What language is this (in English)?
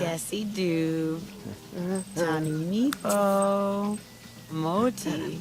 Bavarian